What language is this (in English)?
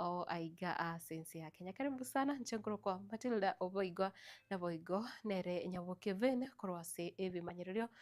Gusii